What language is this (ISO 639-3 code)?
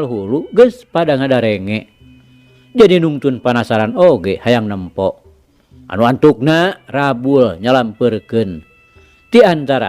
sun